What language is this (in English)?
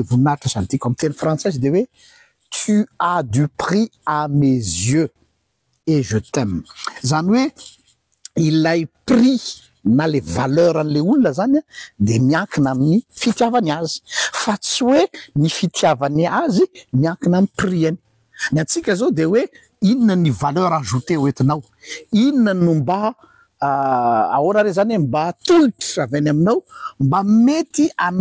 Malagasy